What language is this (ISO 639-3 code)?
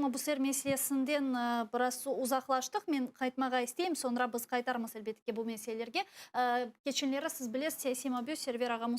crh